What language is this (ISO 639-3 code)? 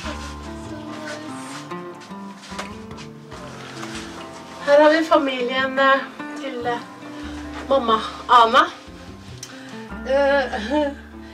nor